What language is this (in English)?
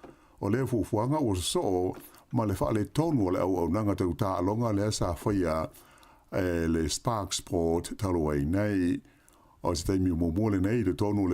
Samoan